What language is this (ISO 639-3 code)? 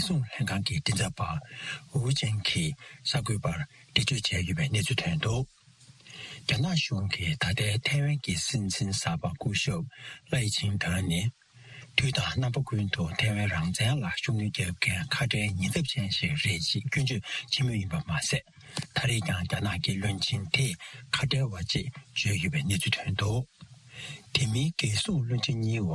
bod